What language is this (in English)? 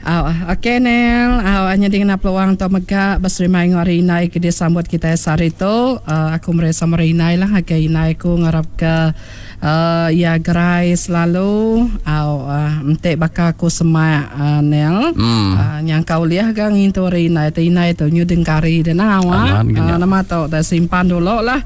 Iban